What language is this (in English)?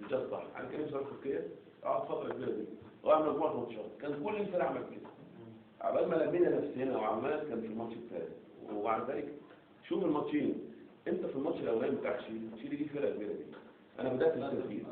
Egyptian Arabic